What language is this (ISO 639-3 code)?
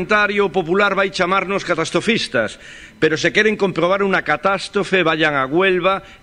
glg